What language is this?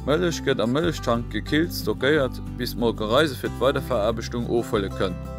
Luxembourgish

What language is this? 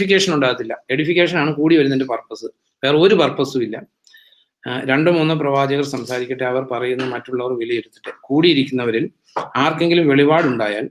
Malayalam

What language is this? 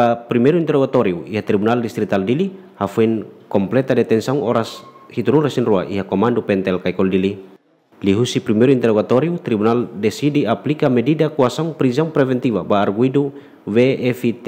Tetum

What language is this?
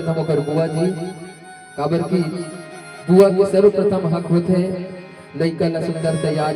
Chhattisgarhi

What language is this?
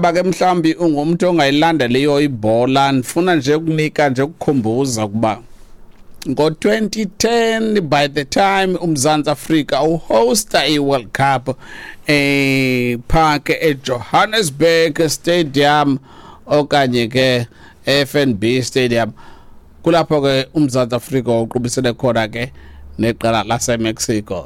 Xhosa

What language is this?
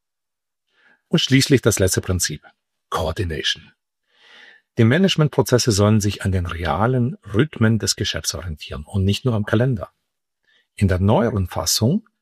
German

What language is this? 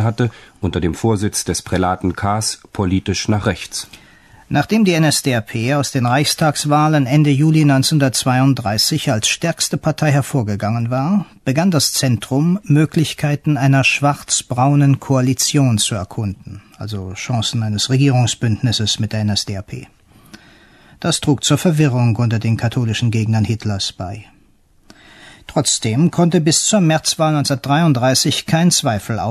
German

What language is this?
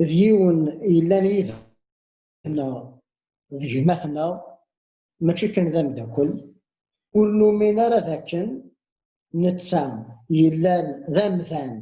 Kabyle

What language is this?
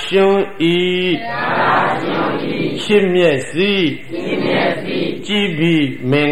Burmese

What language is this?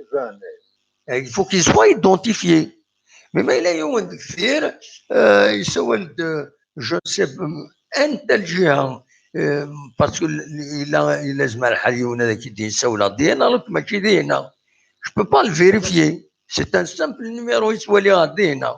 Kabyle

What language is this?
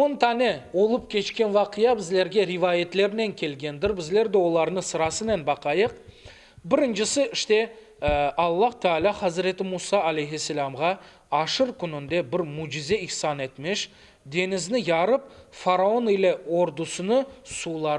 Crimean Tatar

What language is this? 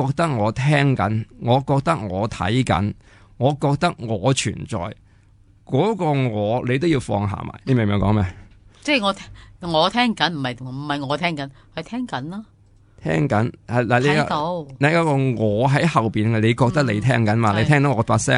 Cantonese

